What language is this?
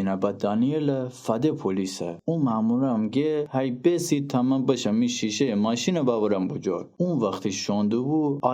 Gilaki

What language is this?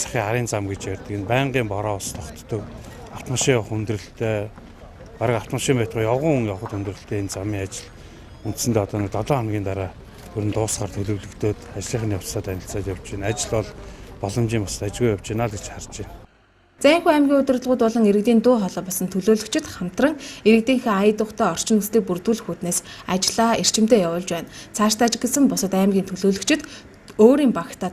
Mongolian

